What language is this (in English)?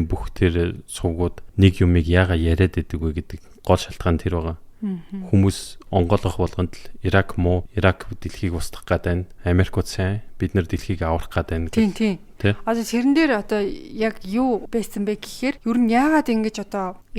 Mongolian